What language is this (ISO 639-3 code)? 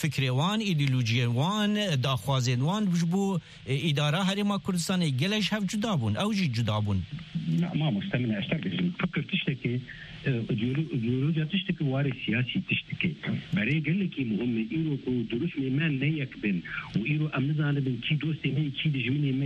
kur